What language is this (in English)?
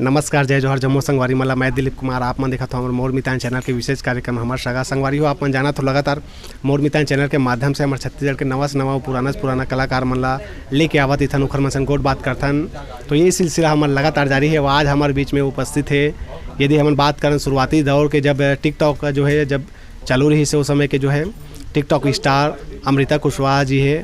Chhattisgarhi